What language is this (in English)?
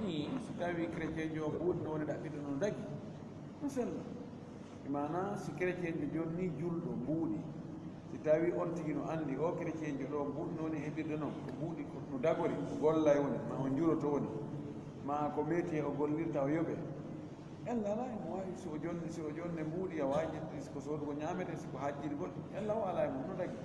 Fula